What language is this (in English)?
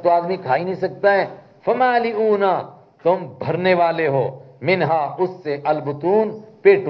Urdu